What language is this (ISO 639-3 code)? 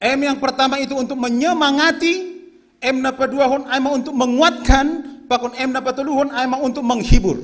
bts